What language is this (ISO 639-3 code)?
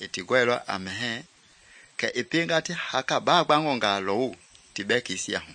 men